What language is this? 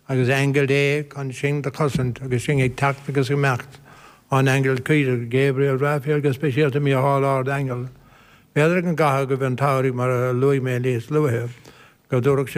Irish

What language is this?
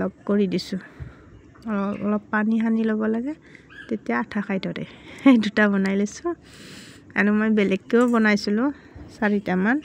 Assamese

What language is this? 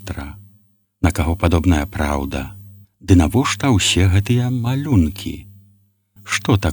Belarusian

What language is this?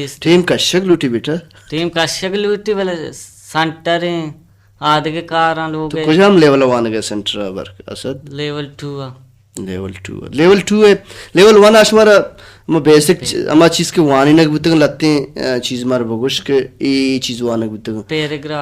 Baluchi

